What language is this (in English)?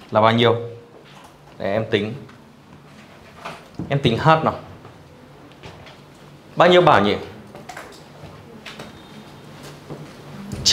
Vietnamese